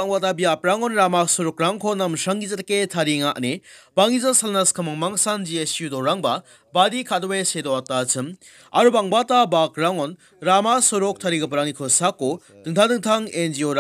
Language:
Garo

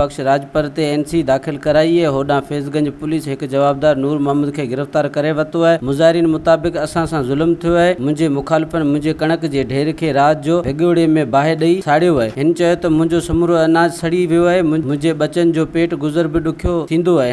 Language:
Sindhi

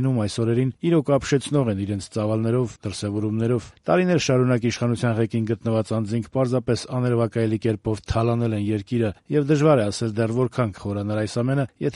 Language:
Armenian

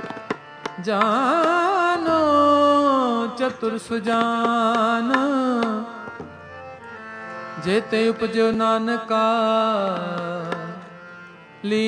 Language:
Punjabi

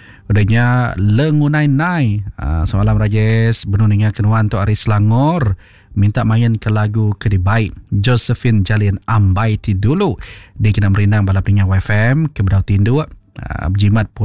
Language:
Iban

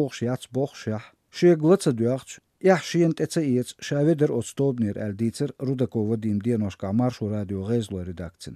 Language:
Chechen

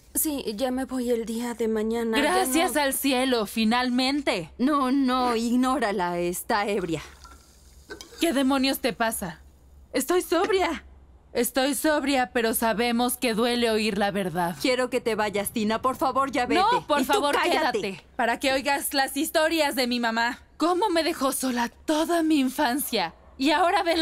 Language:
Spanish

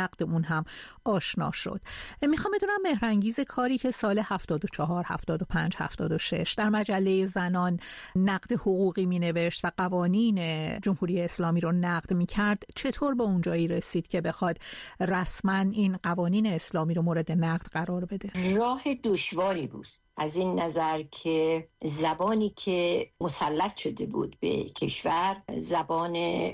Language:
Persian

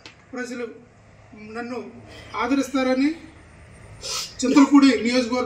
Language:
Telugu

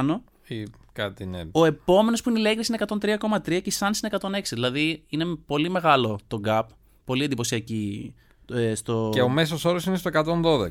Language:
Greek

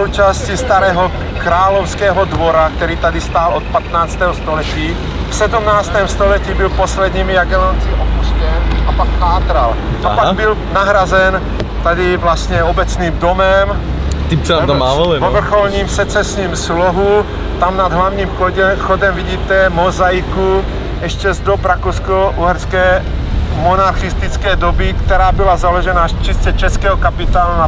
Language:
Czech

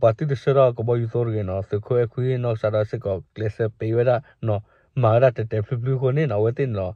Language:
S'gaw Karen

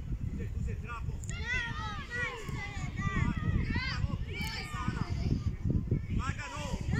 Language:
Croatian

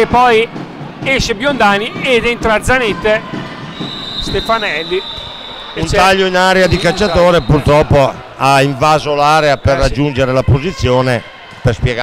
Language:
Italian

